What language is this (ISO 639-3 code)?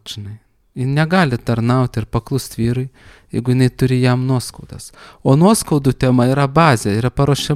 lit